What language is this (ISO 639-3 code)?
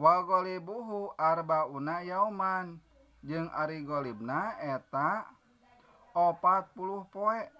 sun